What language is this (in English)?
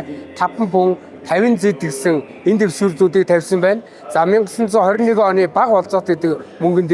Mongolian